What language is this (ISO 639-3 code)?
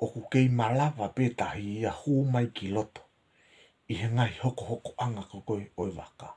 ton